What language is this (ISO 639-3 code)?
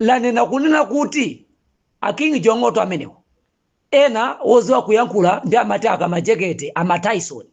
nya